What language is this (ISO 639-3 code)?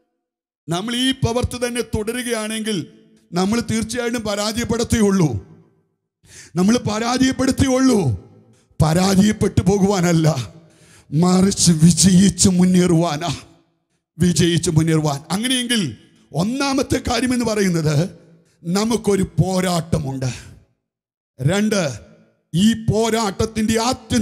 mal